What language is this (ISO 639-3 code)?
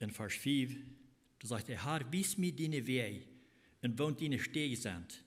pdt